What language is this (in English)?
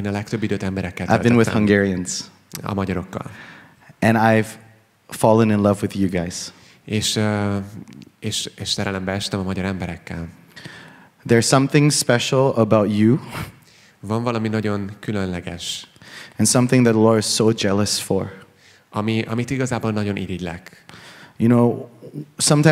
Hungarian